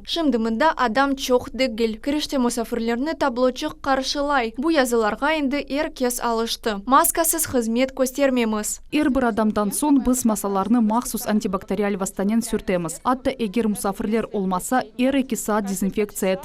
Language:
Crimean Tatar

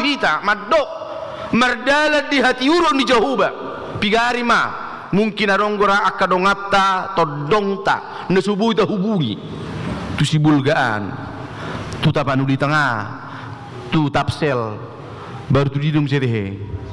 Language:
Batak Toba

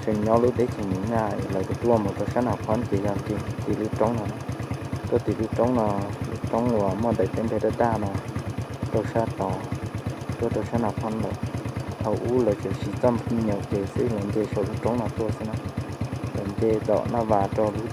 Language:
Hmong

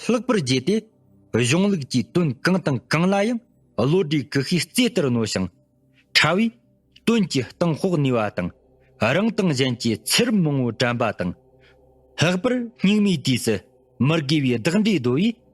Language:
Tibetan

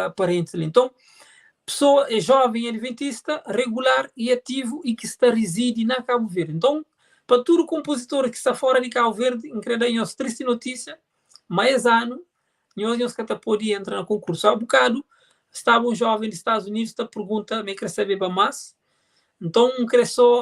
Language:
Kabuverdianu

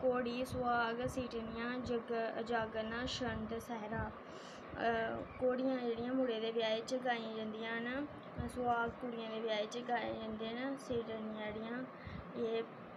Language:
Dogri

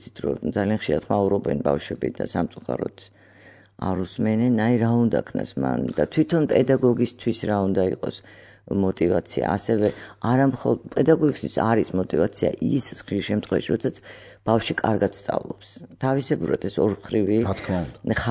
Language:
Georgian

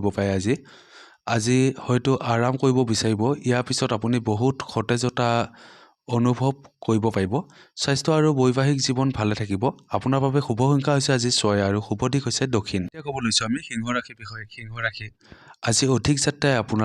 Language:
Assamese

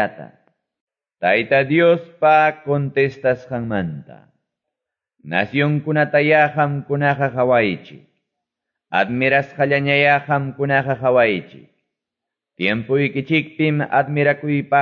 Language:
Quechua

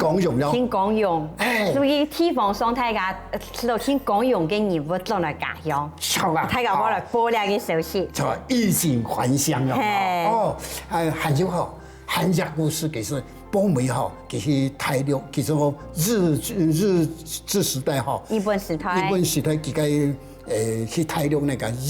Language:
Hakka Chinese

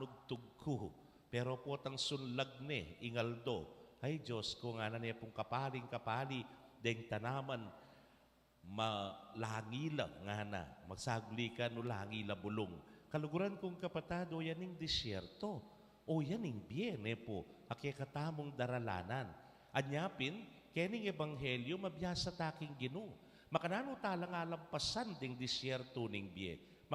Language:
Pampanga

